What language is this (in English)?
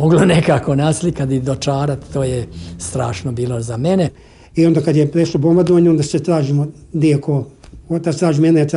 Serbian